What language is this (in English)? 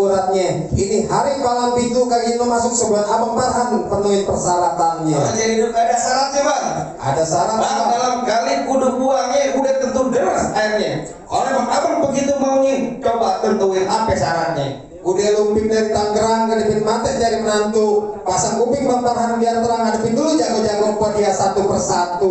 Betawi